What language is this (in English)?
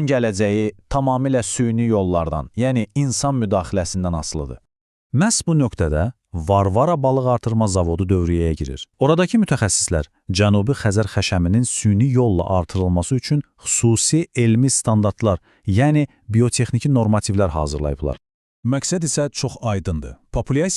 Azerbaijani